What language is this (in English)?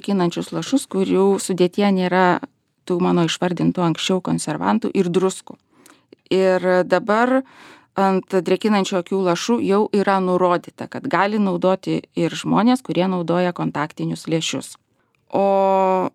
Lithuanian